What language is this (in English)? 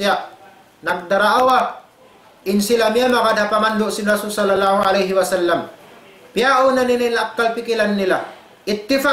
Tausug